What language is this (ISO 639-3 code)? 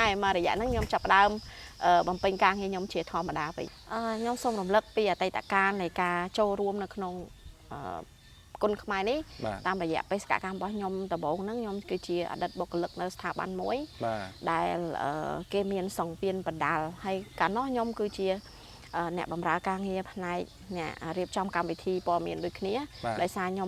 khm